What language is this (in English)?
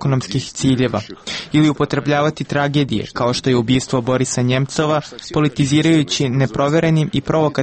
Serbian